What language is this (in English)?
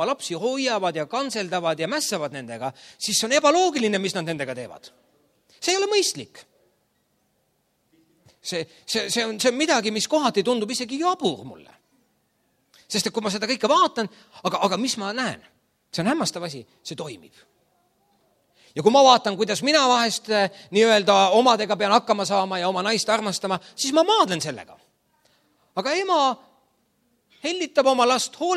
Estonian